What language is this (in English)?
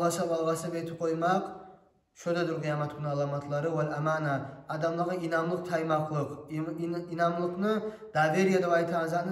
Kumyk